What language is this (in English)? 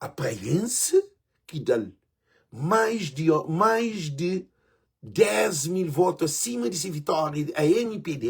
Kabuverdianu